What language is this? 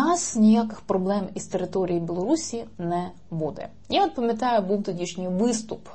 Ukrainian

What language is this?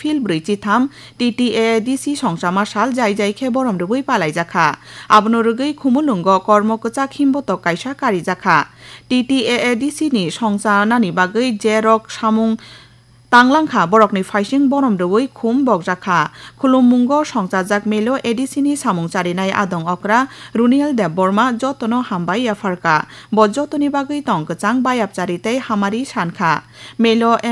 Kok Borok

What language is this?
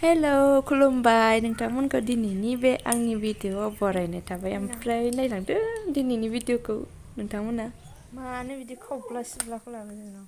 Bodo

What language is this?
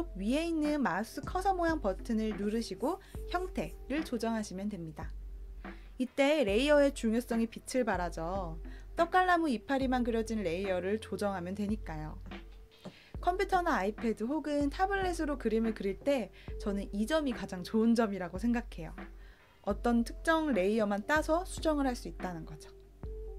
Korean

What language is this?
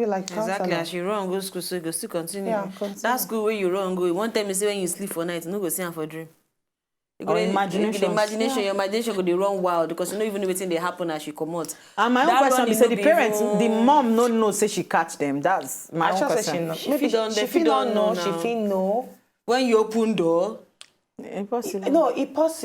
Nigerian Pidgin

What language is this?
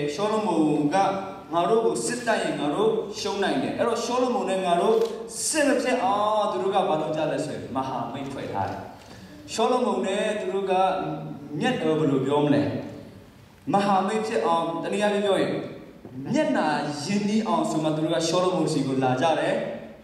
Burmese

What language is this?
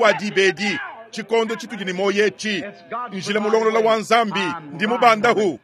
Luba-Lulua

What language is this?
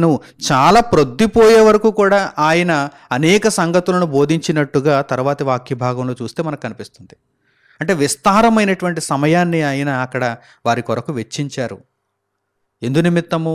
Telugu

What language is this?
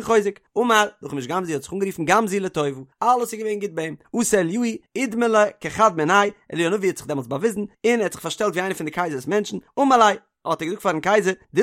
Yiddish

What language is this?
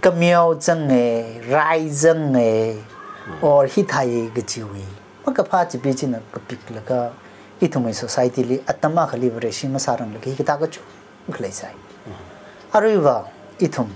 Tangkhul Naga (India)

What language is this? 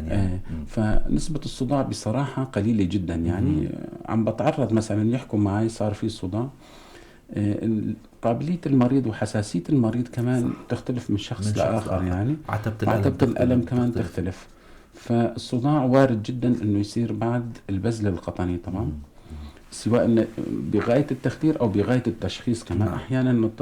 North Levantine Arabic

